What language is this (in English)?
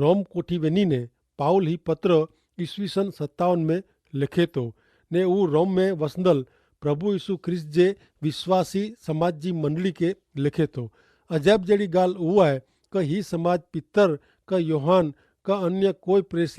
Kachhi